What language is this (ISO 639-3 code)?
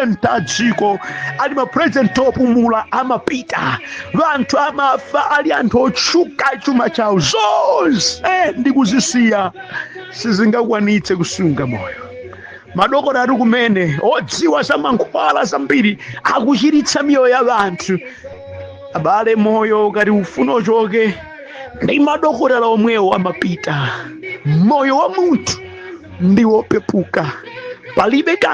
nya